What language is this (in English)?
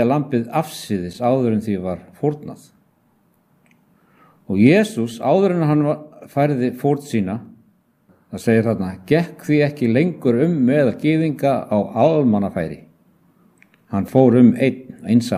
Icelandic